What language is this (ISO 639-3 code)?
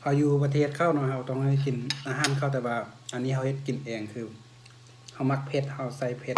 lao